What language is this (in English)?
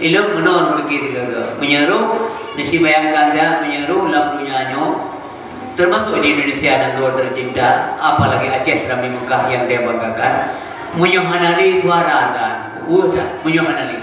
Achinese